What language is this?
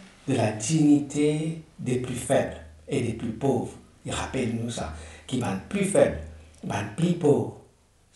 Morisyen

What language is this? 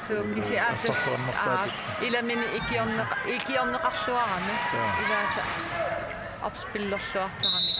Kalaallisut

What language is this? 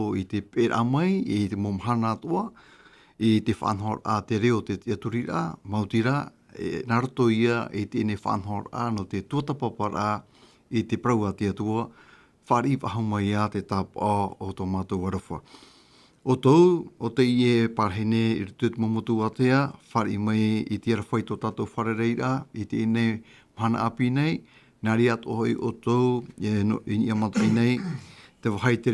Tahitian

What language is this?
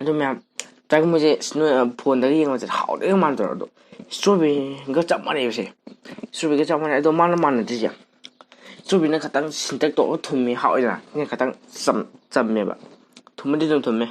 Manipuri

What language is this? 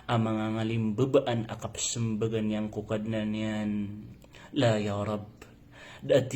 Maranao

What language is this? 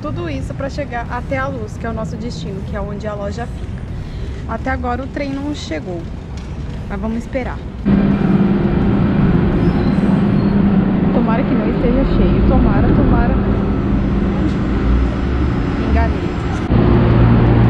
Portuguese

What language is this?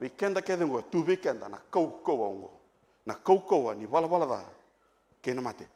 Fijian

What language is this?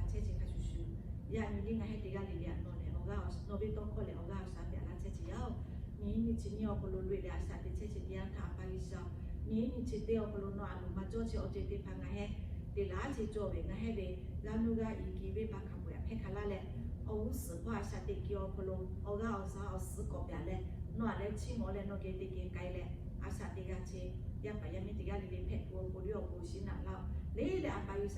Lahu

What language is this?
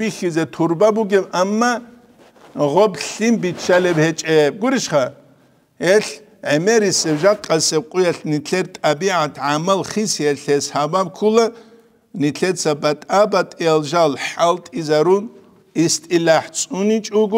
Avaric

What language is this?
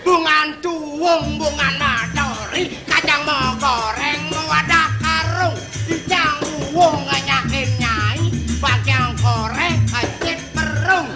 Balinese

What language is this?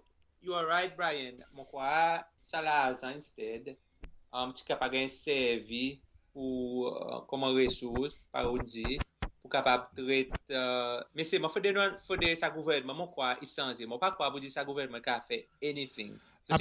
Seselwa Creole French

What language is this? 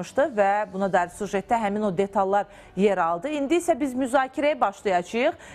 Azerbaijani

